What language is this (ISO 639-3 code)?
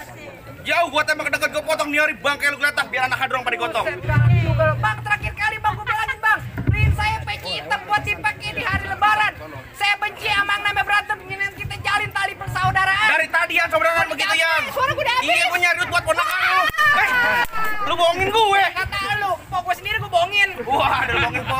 bew